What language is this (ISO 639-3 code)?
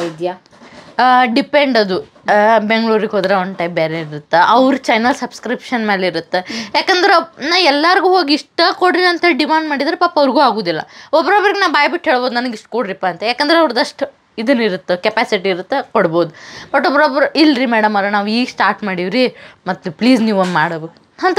kan